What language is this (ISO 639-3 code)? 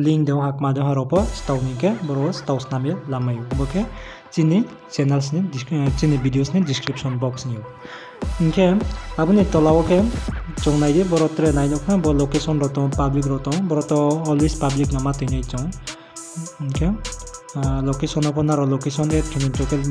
ria